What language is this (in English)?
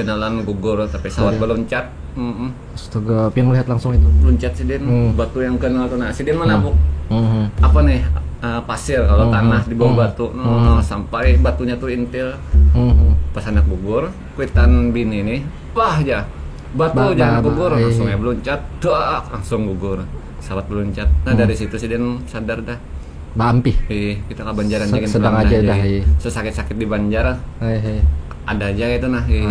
Banjar